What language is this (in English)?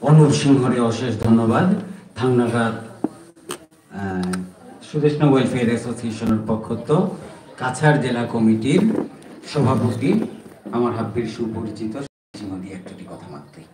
Bishnupriya